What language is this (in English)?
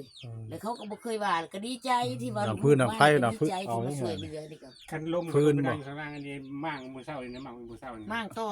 Northeastern Thai